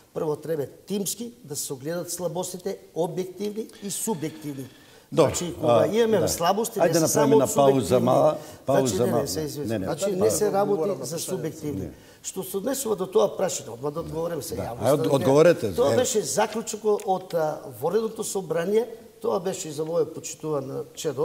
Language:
Macedonian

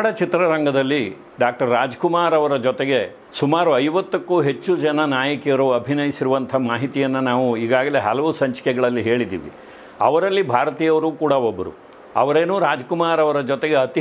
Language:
Kannada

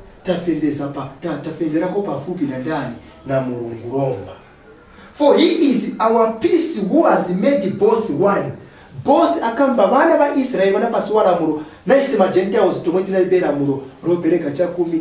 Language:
Nyanja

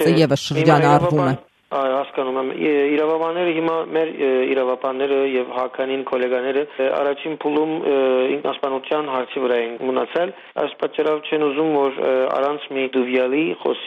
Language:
Armenian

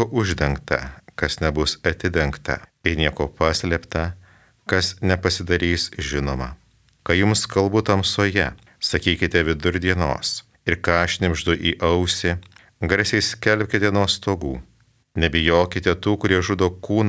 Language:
Lithuanian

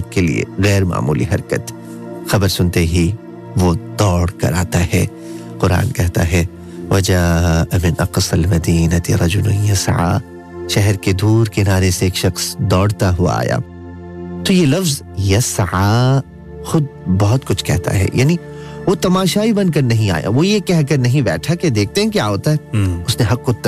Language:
Urdu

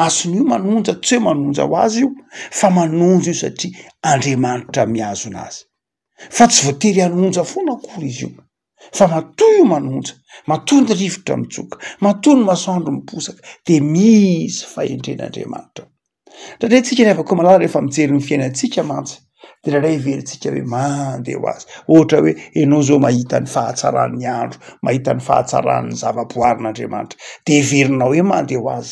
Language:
Malagasy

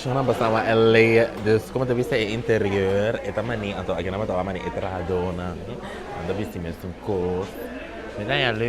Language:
Papiamento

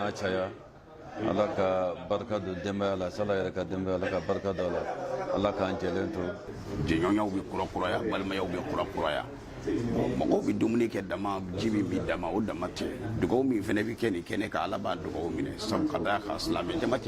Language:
Bambara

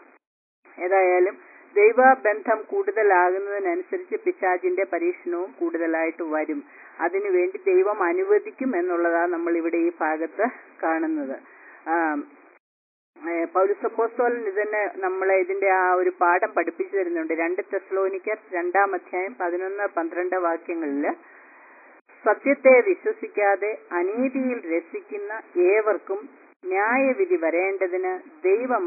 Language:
Malayalam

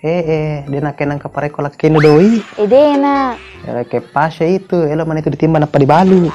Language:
Buginese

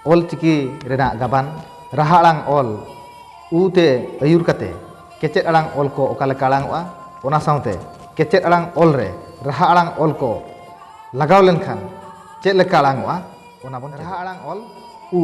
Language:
Santali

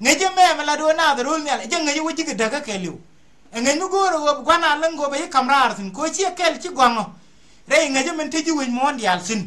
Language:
Nuer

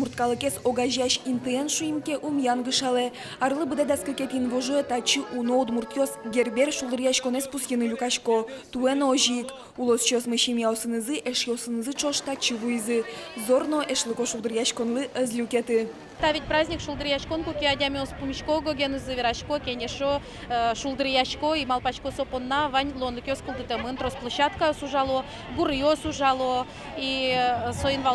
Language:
Udmurt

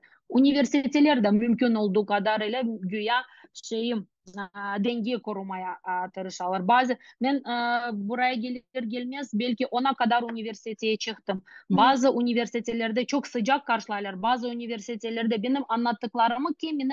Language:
Crimean Tatar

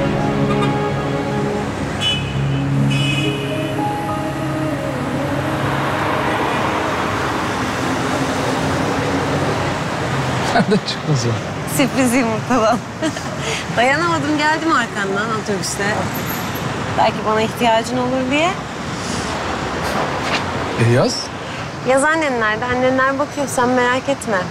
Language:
Turkish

